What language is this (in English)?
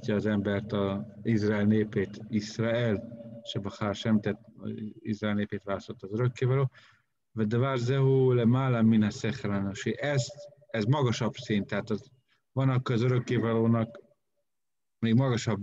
Hungarian